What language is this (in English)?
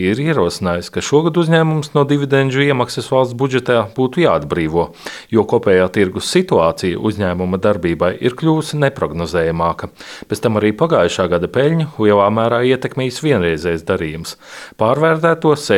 Latvian